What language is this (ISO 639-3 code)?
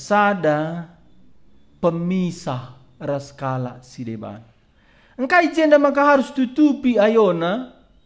btx